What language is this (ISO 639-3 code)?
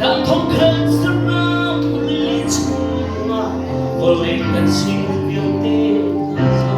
cnh